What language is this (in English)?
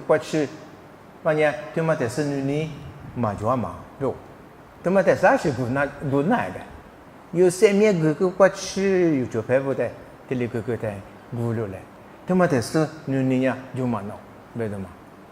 Lisu